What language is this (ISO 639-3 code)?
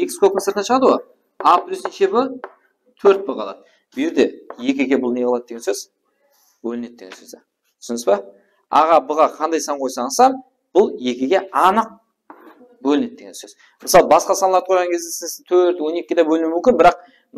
kaa